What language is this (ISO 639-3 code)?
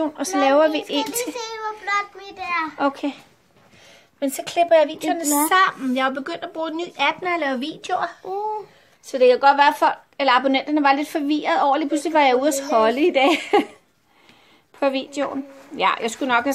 dan